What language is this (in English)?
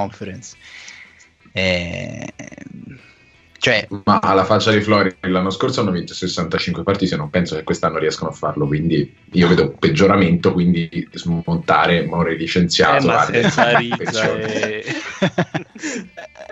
Italian